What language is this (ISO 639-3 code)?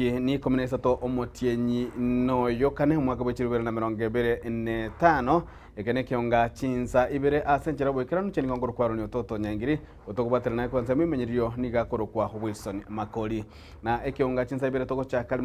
guz